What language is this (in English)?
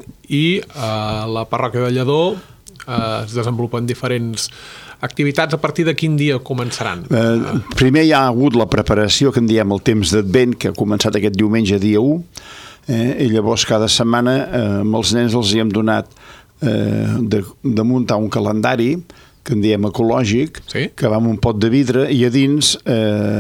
Catalan